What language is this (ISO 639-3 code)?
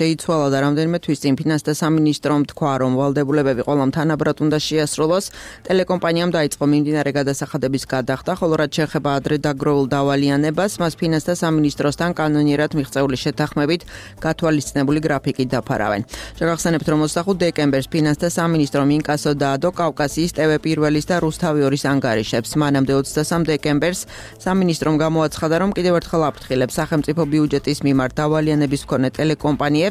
kat